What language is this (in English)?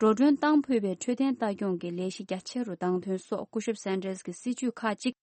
Tibetan